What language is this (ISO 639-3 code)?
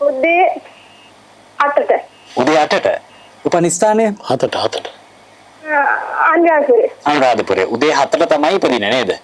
sin